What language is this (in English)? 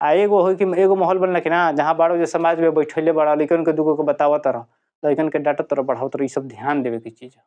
Bhojpuri